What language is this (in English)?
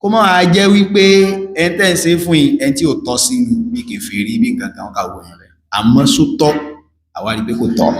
Yoruba